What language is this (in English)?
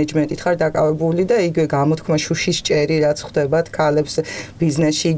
Georgian